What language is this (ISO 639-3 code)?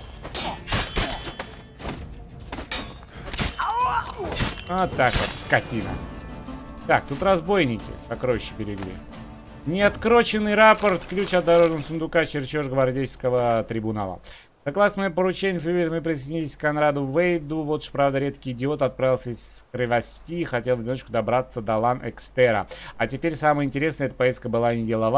rus